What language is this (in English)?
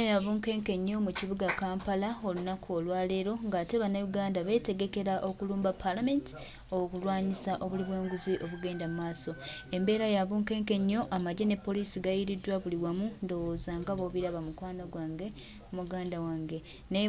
Ganda